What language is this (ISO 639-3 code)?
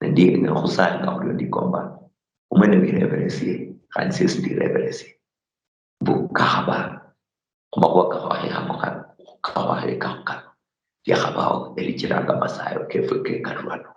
luy